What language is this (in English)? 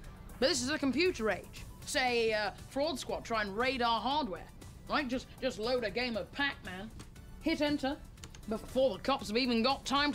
English